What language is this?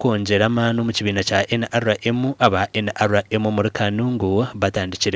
Nyankole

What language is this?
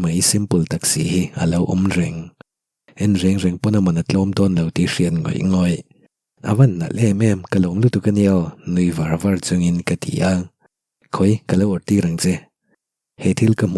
Mizo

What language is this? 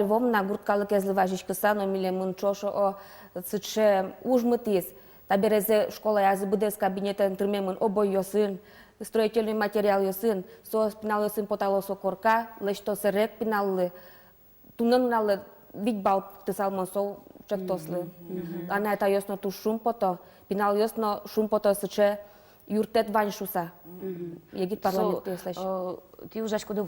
Udmurt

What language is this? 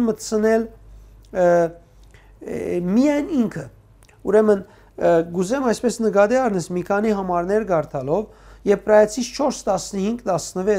Western Armenian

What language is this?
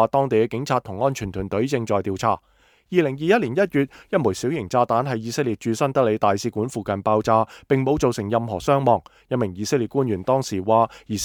Cantonese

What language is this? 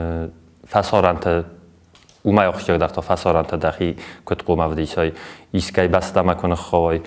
Ossetic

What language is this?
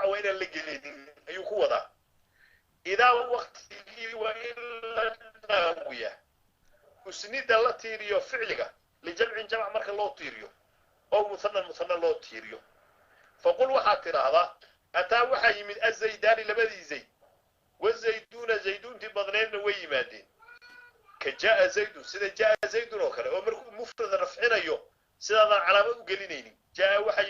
Somali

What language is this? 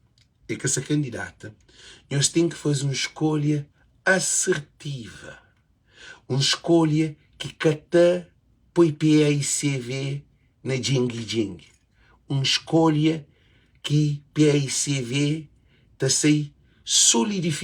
Kabuverdianu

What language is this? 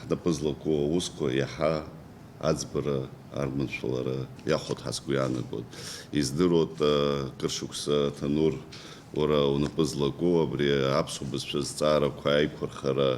Abkhazian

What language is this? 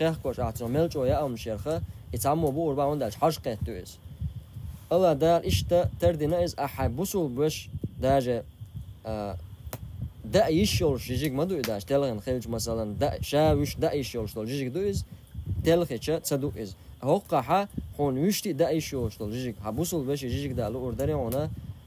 Chechen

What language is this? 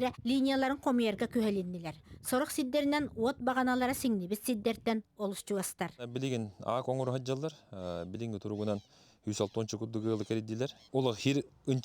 Yakut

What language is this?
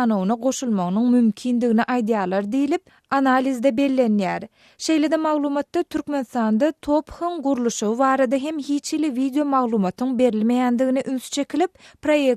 Turkmen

